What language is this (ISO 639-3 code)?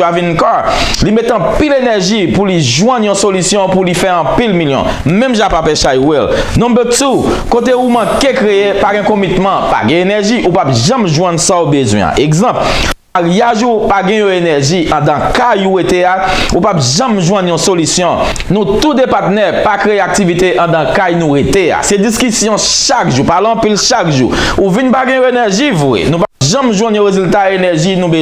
hat